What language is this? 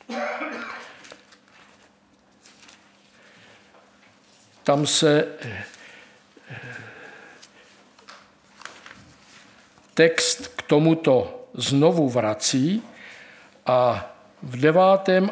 Czech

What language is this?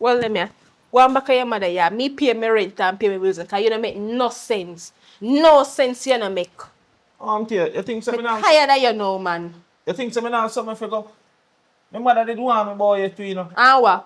Jamaican Creole English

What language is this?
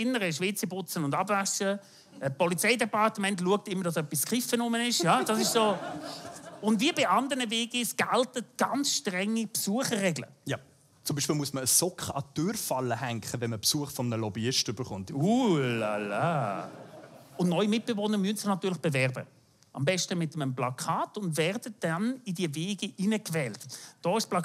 Swiss German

